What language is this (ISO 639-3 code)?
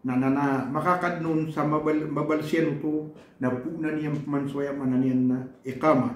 mrw